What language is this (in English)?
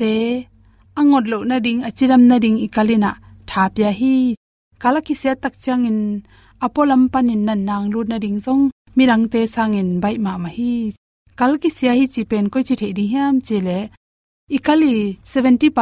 Tedim Chin